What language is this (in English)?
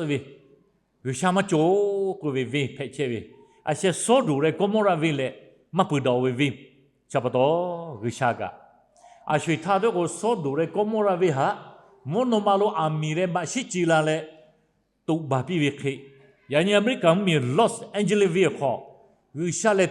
Lahu